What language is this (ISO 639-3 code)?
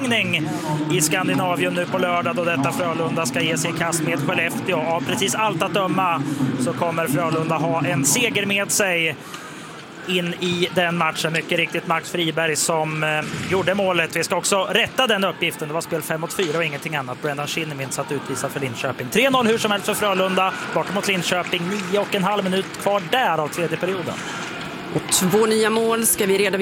swe